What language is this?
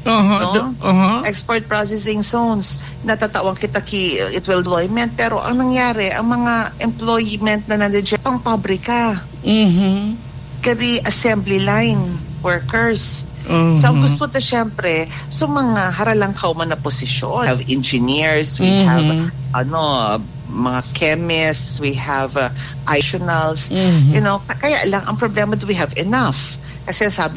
Bikol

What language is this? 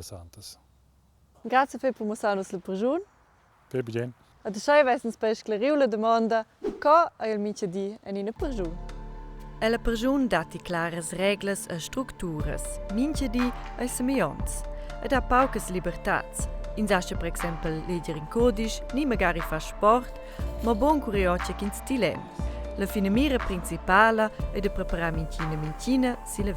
Romansh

